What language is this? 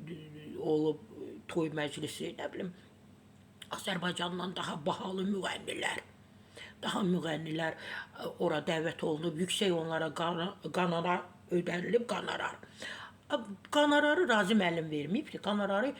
Azerbaijani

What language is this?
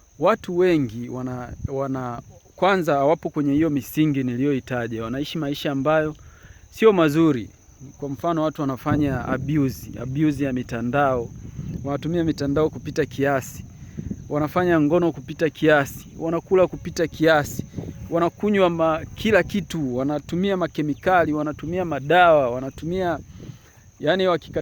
Swahili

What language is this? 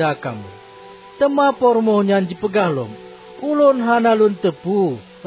Achinese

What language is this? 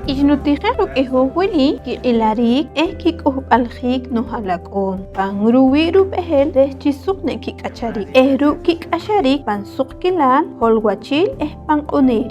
Poqomchi'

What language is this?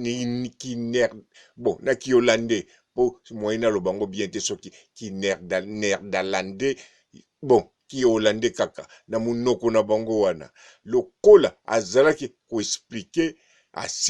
Lingala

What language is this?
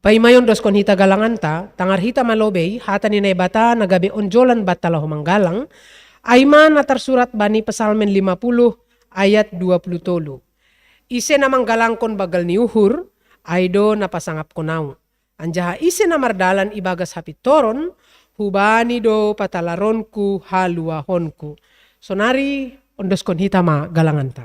Batak Simalungun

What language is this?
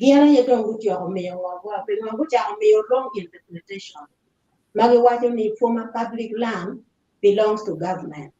Acoli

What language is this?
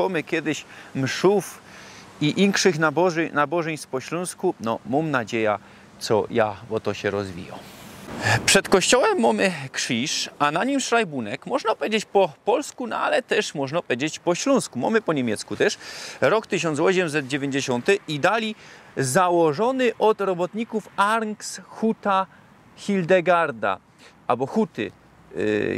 Silesian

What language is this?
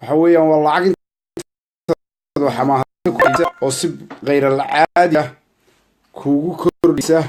Somali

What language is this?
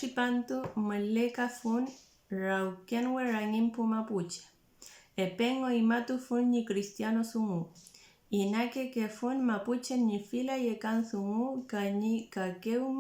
Mapuche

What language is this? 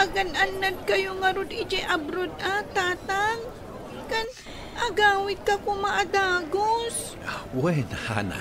Iloko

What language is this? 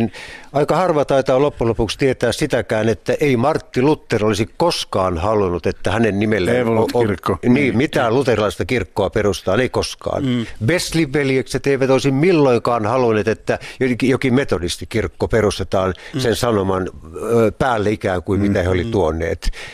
Finnish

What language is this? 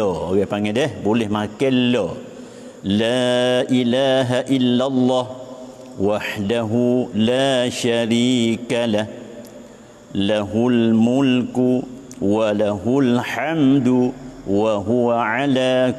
Malay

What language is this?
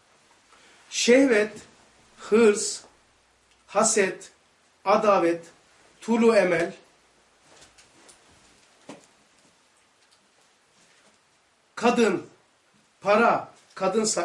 Turkish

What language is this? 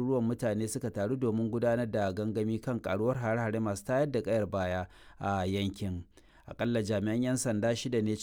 Hausa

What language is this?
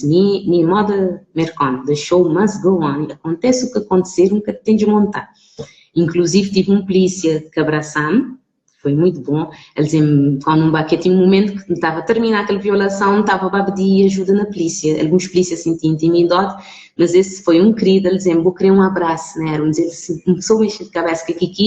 Kabuverdianu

